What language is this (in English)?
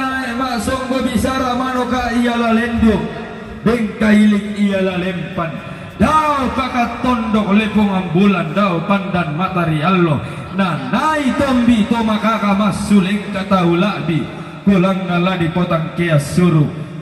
Toraja-Sa'dan